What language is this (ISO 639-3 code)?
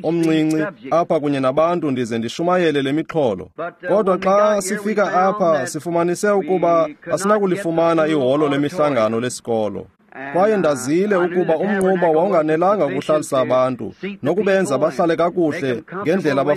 xho